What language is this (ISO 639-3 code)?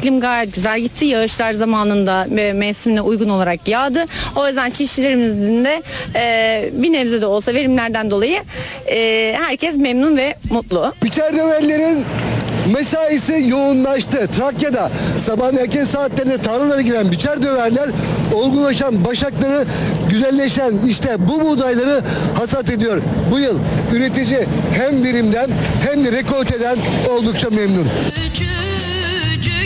tur